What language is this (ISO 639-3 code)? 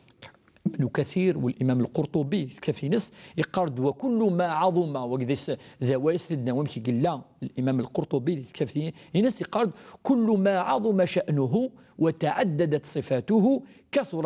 kab